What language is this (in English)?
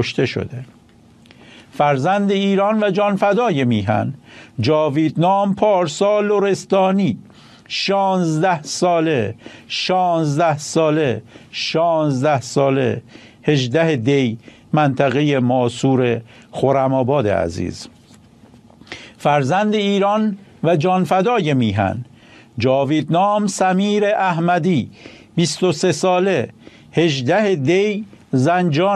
Persian